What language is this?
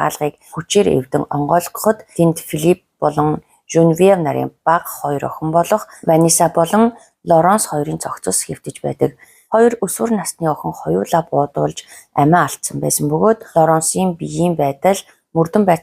Mongolian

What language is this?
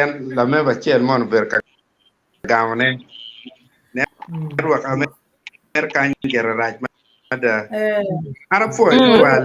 Acoli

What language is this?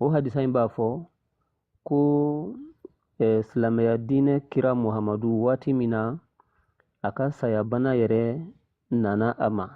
Bambara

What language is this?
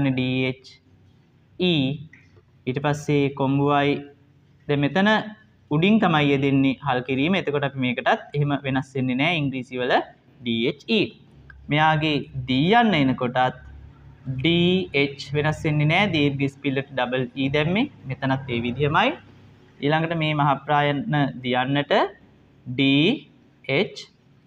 Sinhala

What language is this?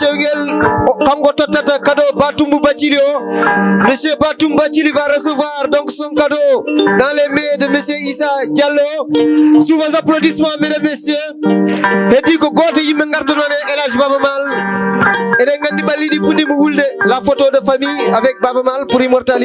Fula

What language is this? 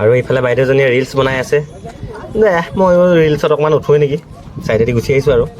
Assamese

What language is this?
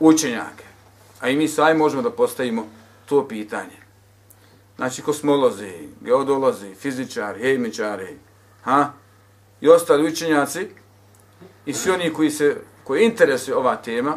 Bosnian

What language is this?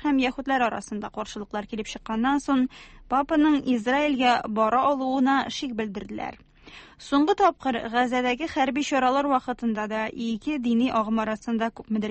Tatar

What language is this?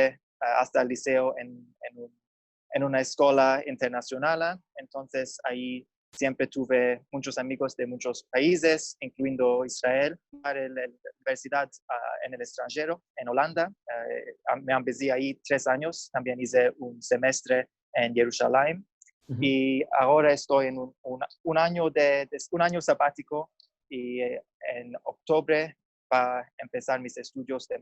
Ladino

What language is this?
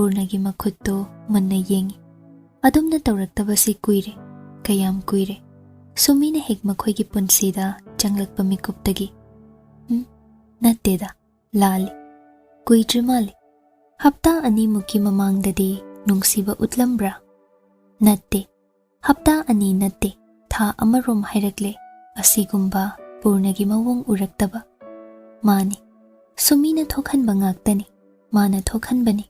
Manipuri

